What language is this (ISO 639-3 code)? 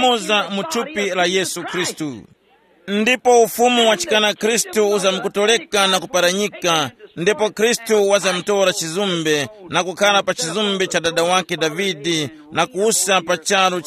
tum